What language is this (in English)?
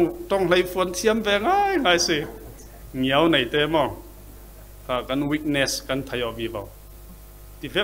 Falam Chin